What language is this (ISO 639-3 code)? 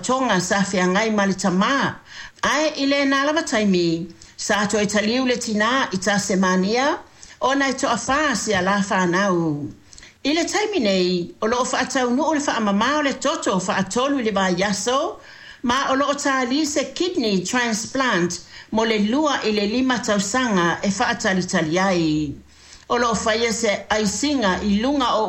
smo